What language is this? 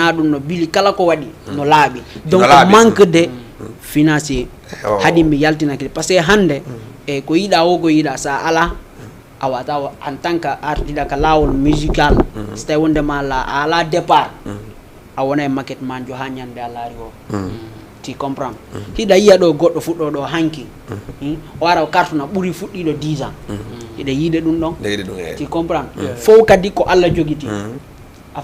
Fula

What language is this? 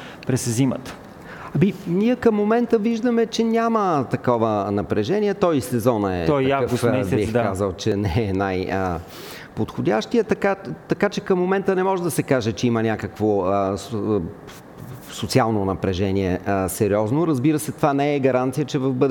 Bulgarian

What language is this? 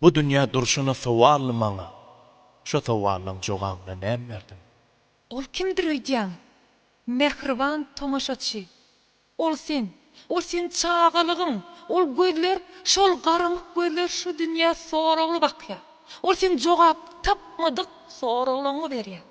Turkmen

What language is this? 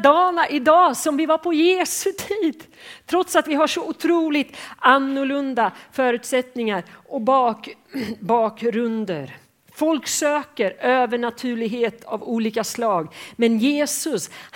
Swedish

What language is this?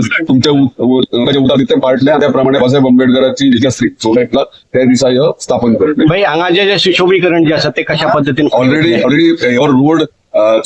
Konkani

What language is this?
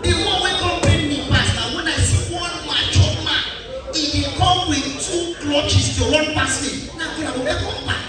Nigerian Pidgin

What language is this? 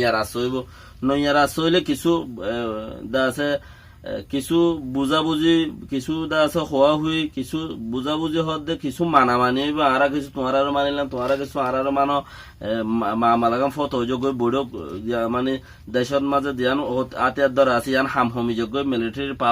Rohingya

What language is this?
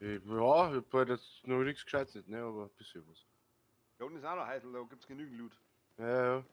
Bavarian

